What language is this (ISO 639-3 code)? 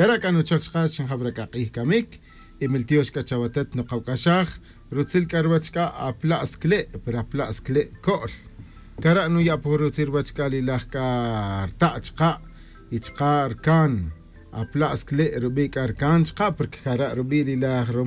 cak